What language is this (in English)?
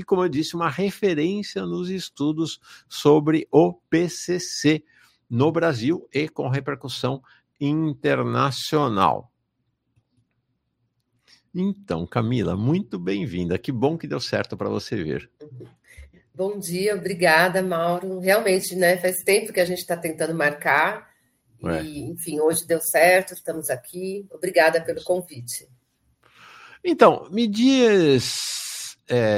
Portuguese